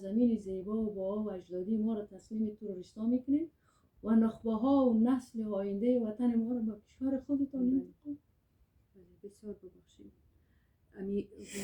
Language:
Persian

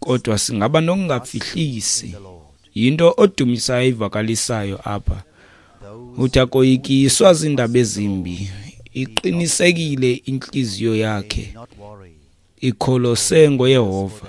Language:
Xhosa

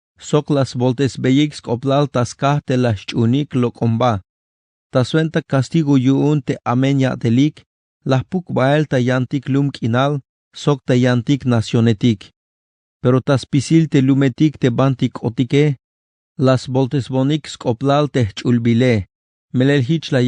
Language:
Tzeltal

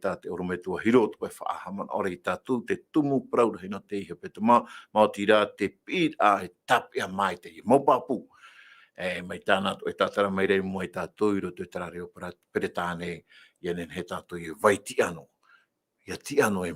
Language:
Tahitian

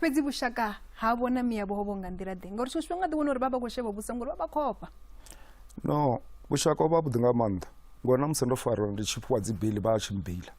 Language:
Venda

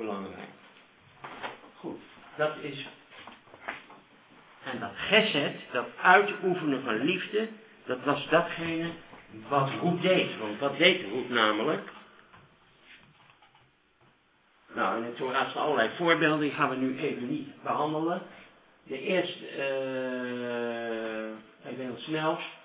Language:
Dutch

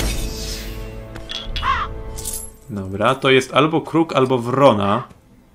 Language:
Polish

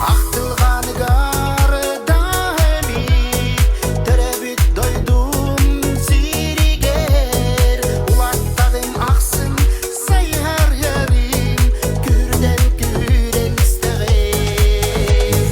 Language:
Yakut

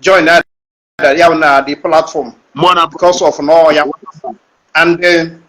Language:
Igbo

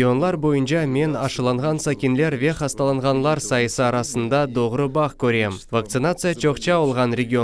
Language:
Crimean Tatar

